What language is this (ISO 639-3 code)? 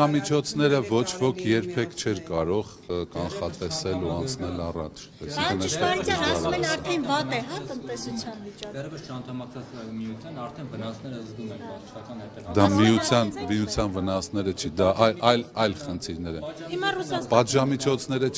hye